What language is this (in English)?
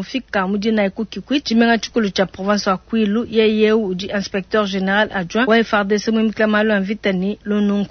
Luba-Lulua